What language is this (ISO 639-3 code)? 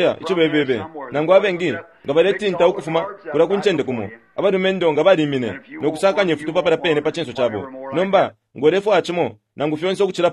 bem